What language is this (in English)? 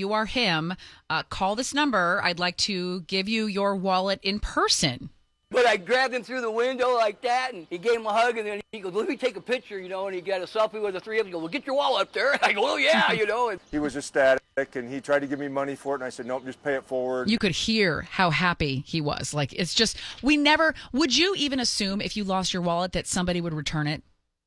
English